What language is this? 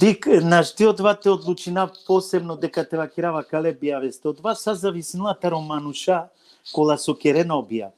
Balkan Romani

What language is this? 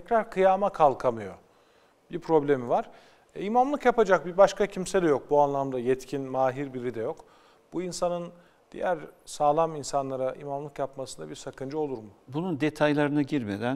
Turkish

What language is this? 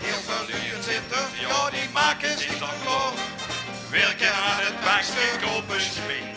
Limburgish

